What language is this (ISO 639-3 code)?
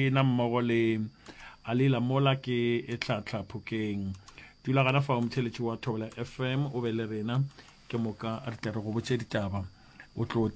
nso